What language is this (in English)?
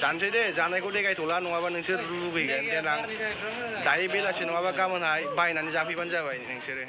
Bodo